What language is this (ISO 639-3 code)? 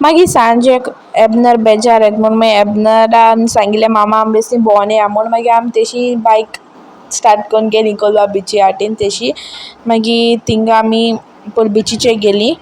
kok